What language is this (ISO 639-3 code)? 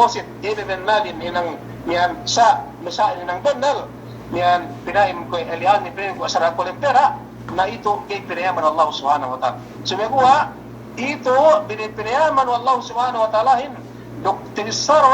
yka